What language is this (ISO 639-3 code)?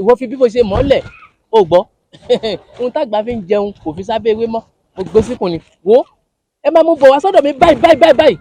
yor